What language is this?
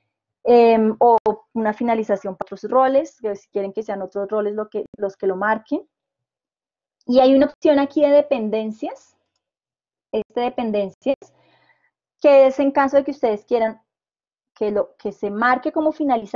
Spanish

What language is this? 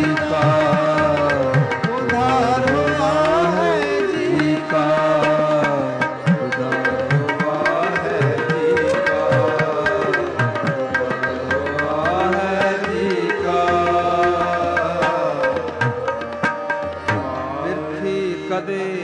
Punjabi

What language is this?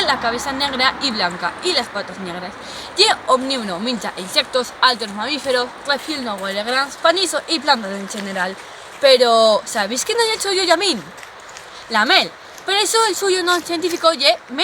Aragonese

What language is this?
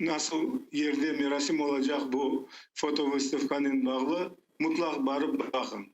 Crimean Tatar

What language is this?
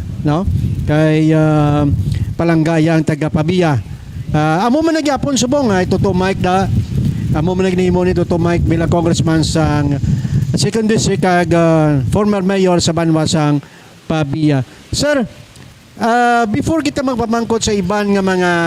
Hiligaynon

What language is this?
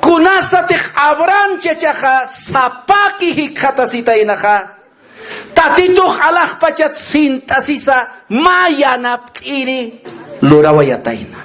Aymara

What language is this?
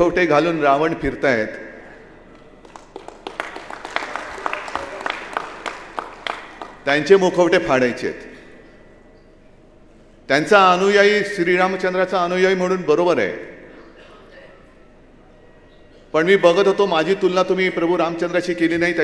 Marathi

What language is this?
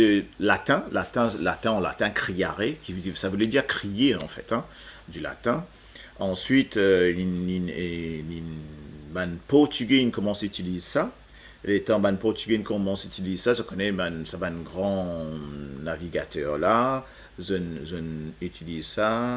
Morisyen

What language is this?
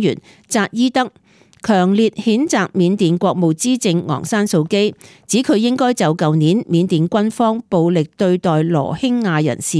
Cantonese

